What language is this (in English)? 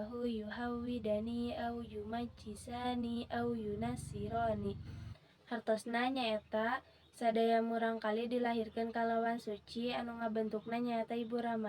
Sundanese